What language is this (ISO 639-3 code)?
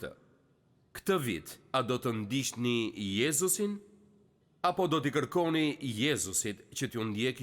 sqi